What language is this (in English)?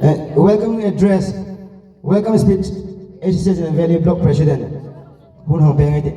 Hmar